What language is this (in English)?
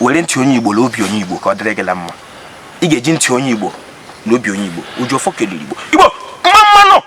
Igbo